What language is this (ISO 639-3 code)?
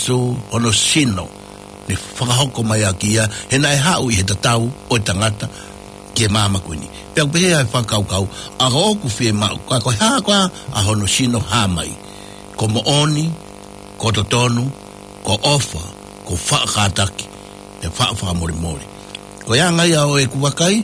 ton